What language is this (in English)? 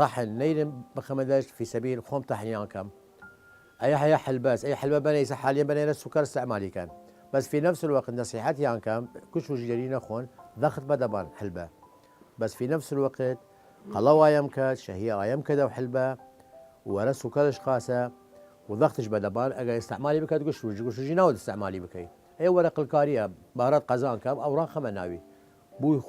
Southern Kurdish